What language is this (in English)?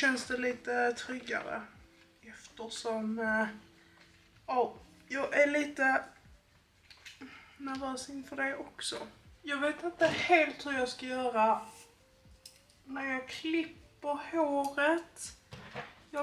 Swedish